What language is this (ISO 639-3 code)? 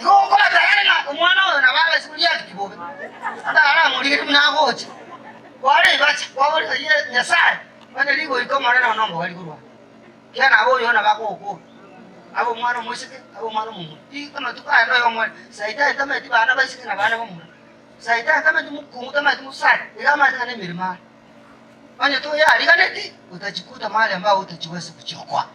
guz